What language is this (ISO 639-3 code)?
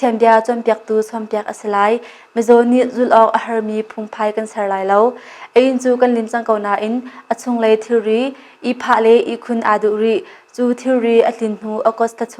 cnh